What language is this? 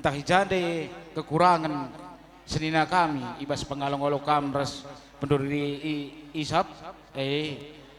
Batak Karo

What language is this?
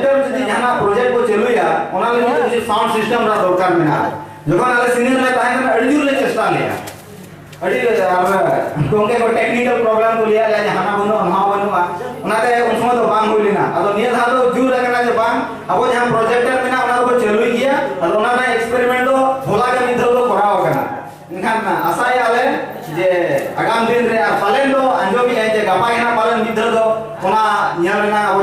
Santali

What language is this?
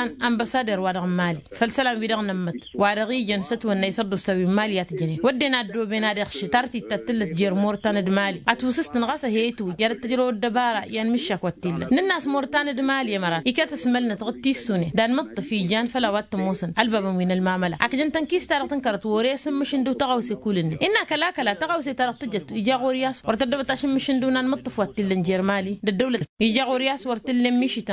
Tamasheq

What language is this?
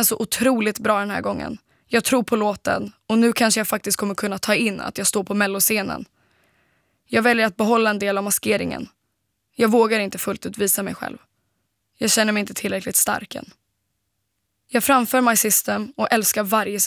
Swedish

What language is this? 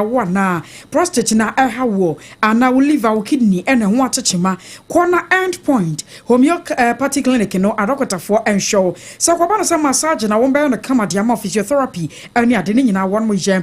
Akan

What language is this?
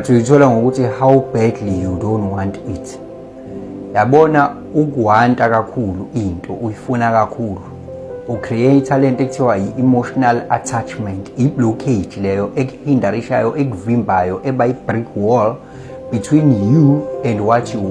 Zulu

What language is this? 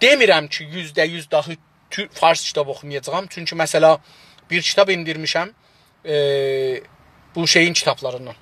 South Azerbaijani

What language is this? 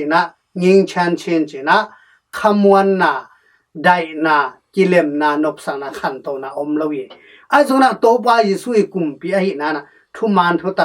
Tedim Chin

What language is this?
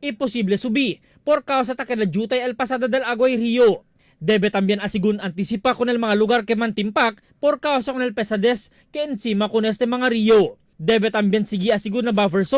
Chavacano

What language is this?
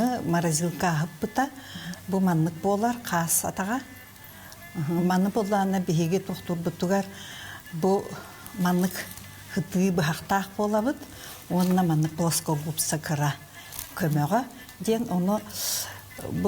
Yakut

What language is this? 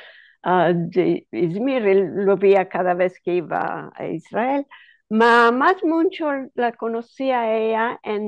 Ladino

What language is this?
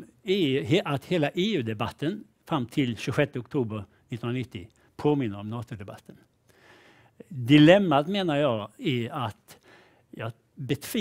Swedish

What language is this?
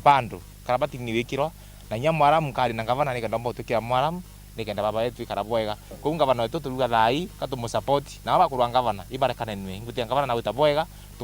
Meru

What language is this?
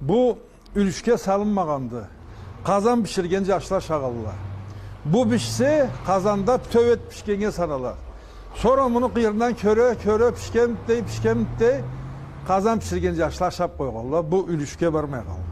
Karachay-Balkar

